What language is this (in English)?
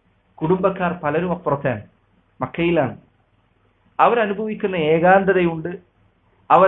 Malayalam